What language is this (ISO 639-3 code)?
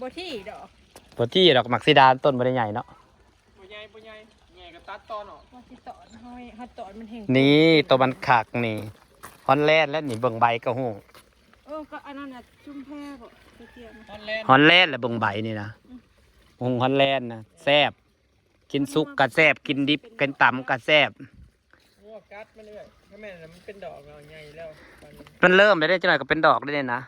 tts